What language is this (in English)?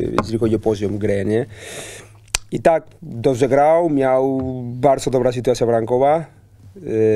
Polish